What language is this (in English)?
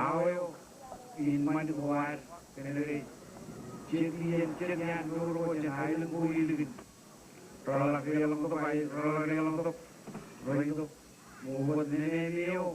Marshallese